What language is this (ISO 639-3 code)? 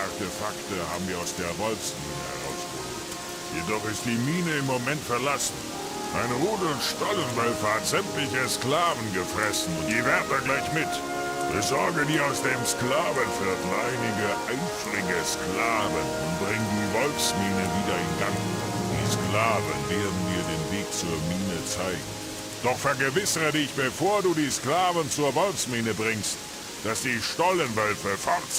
bar